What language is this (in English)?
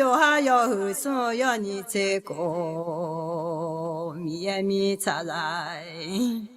Akha